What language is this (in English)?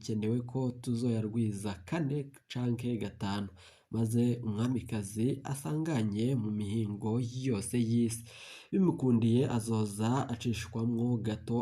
Rundi